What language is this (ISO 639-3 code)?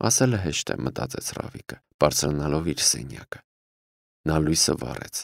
hye